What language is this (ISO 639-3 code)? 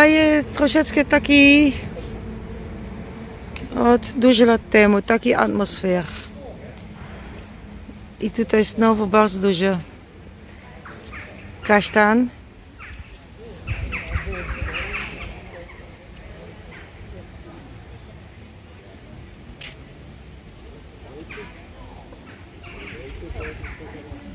pol